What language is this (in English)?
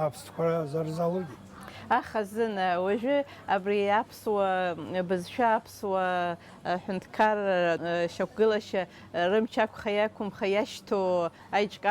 Abkhazian